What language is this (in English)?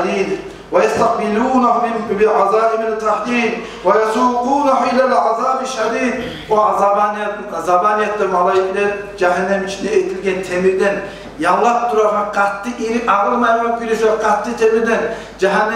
Kumyk